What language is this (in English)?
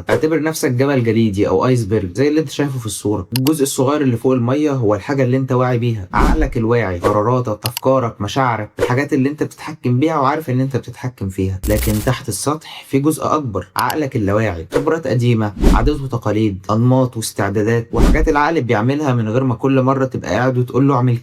Egyptian Arabic